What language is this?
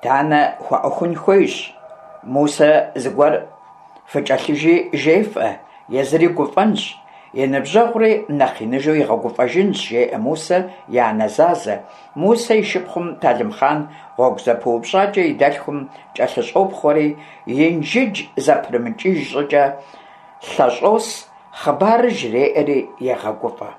Kabardian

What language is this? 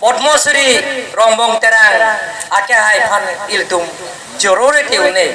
Karbi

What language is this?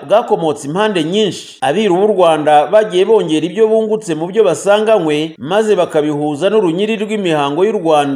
Kinyarwanda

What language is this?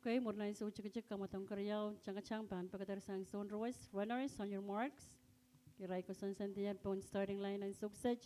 Pohnpeian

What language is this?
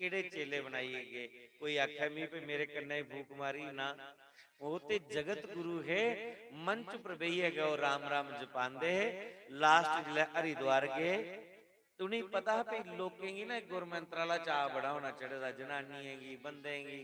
Dogri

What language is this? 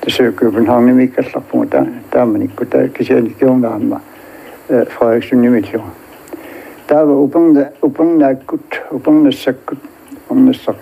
Kalaallisut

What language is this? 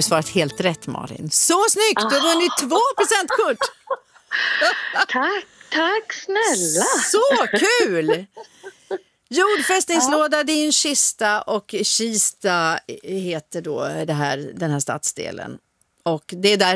Swedish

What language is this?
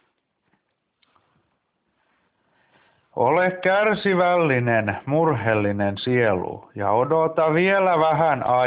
Finnish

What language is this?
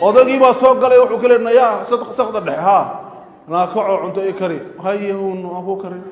Somali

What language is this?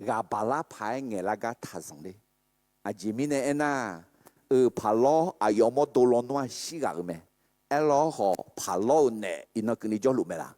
Akha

